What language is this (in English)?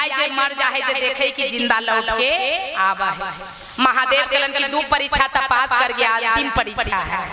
Magahi